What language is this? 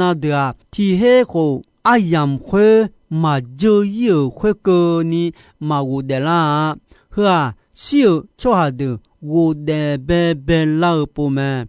Akha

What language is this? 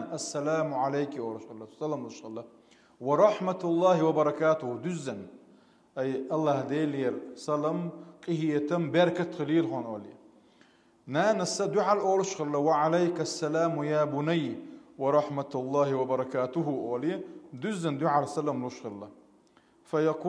Chechen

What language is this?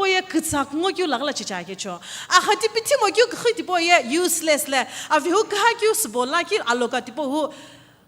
Sumi Naga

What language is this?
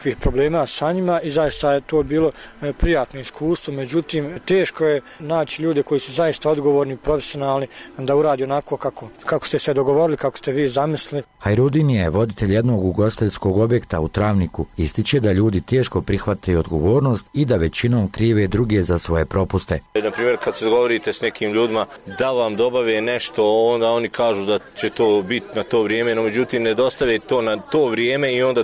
Bosnian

